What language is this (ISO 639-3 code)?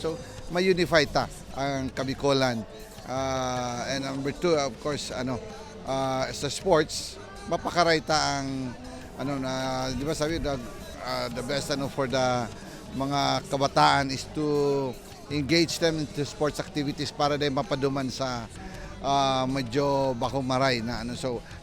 bik